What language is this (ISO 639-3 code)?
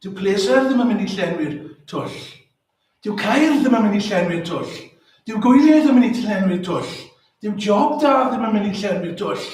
cym